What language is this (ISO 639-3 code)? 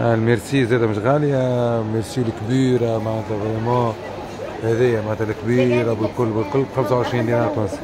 aeb